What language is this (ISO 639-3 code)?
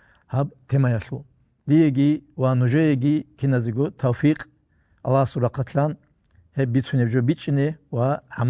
ava